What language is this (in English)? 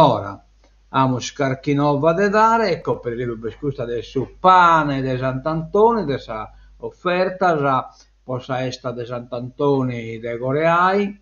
Sardinian